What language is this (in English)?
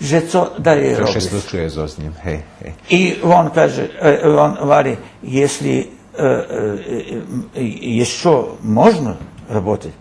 Rusyn